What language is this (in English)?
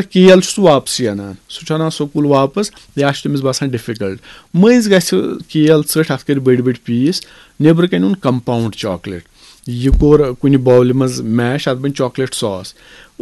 Kashmiri